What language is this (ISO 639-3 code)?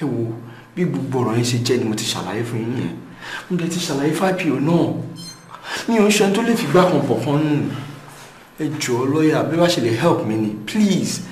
yor